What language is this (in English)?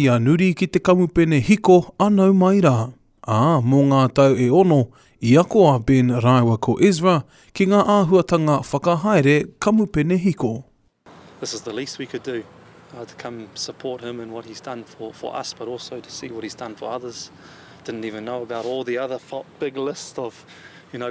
Māori